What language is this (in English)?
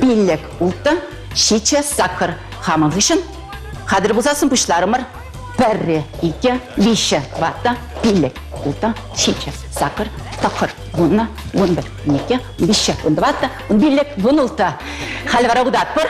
Chuvash